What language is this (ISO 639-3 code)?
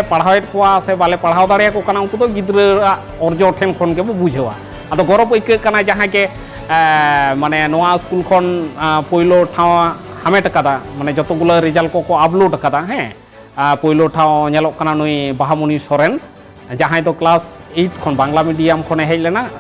sat